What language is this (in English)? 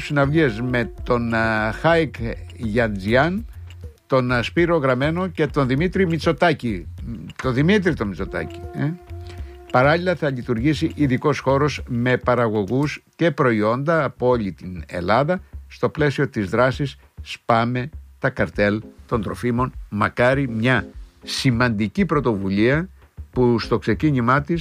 Greek